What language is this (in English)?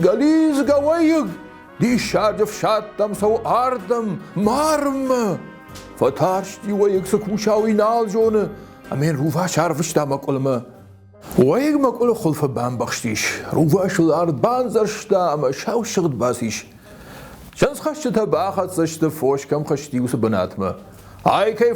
Ossetic